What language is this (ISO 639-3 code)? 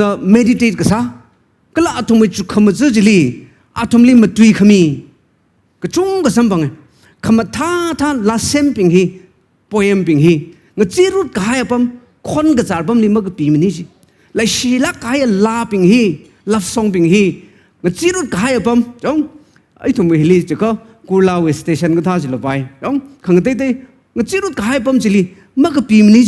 nmf